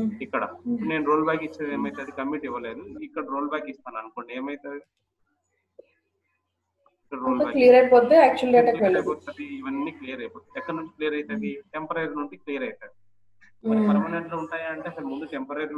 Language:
Telugu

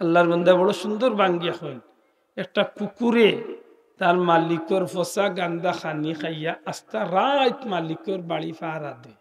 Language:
Sylheti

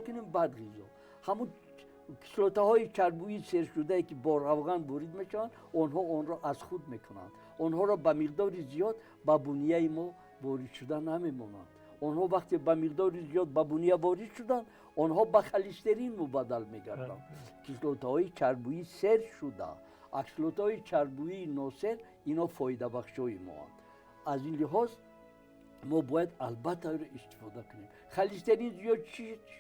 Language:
Tajik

